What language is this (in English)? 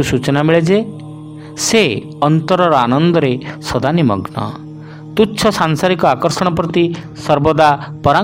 Odia